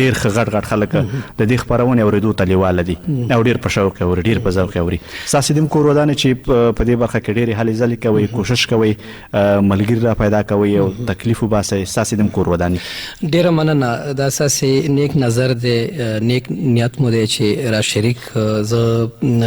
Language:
Pashto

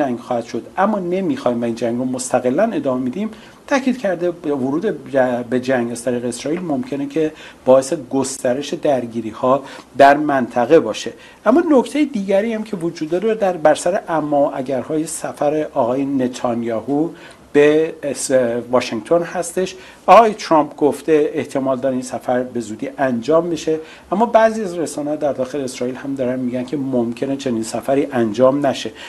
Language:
Persian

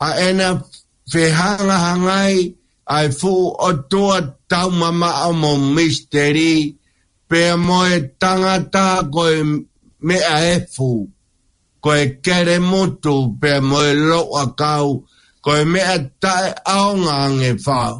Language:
Tongan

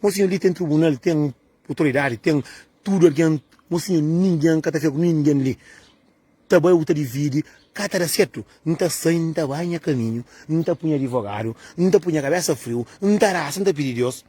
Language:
Kabuverdianu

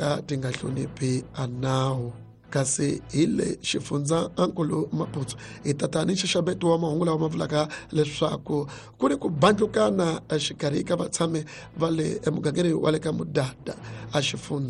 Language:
Tsonga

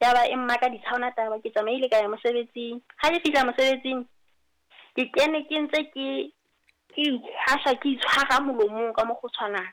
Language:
Southern Sotho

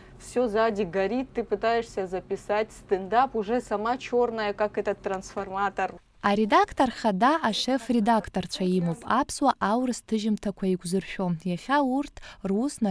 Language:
Abkhazian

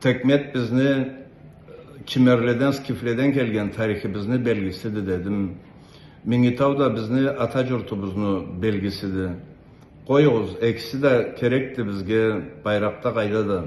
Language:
Karachay-Balkar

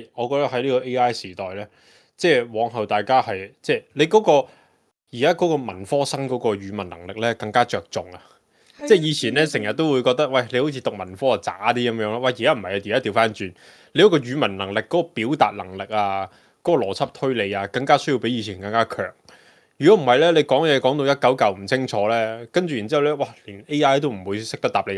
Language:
Cantonese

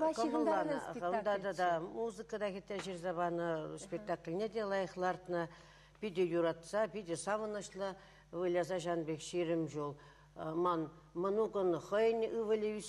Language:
Chuvash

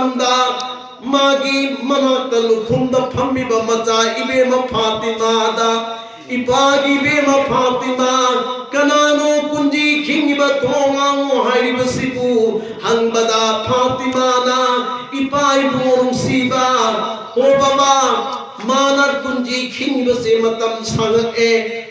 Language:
Manipuri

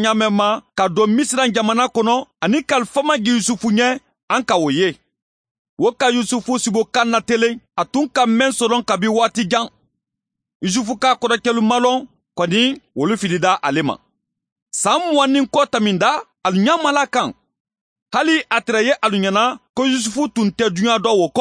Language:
Bambara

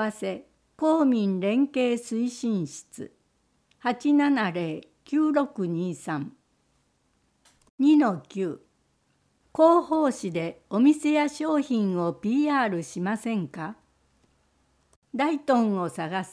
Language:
Japanese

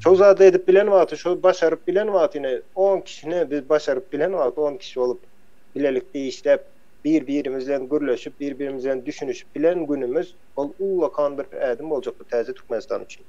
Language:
Turkmen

